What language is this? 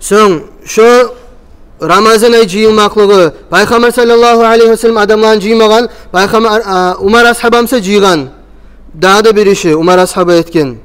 Kumyk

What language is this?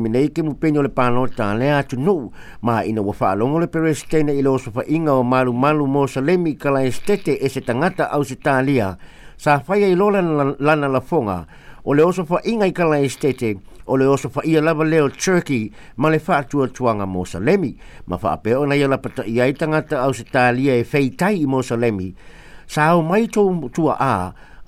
Samoan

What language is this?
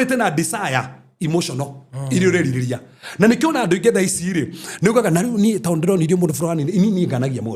Kikuyu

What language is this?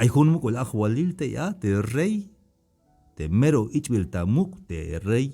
Tzeltal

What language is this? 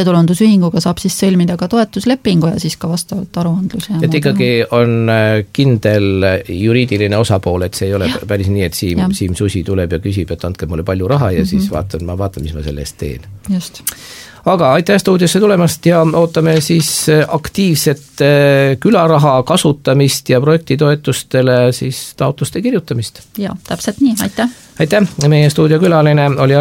Estonian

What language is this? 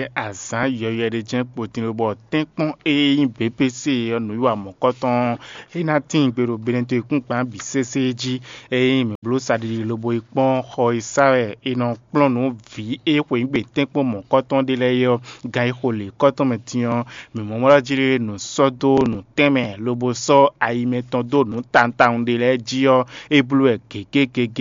Fon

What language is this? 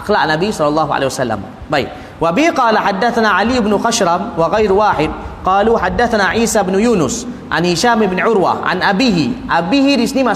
Malay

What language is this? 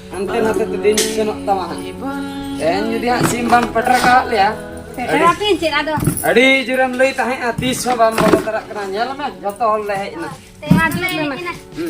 Santali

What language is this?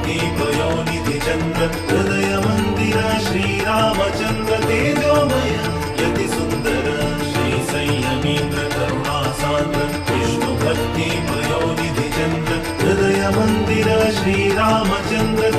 Konkani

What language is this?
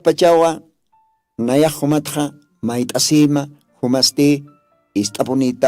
Aymara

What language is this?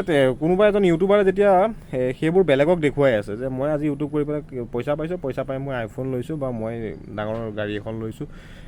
Assamese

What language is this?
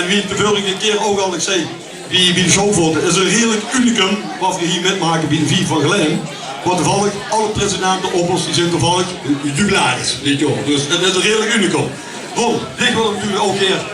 Limburgish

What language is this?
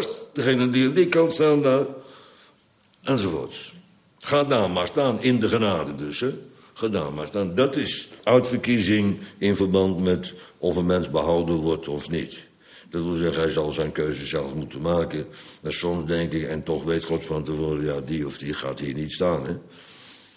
Dutch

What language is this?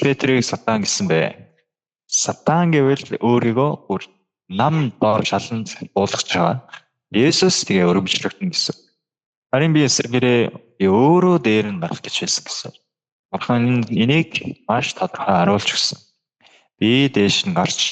Mongolian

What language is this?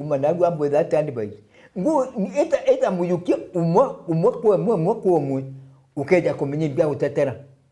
Meru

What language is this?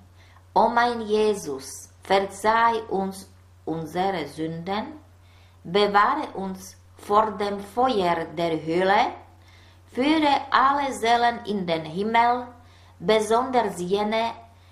German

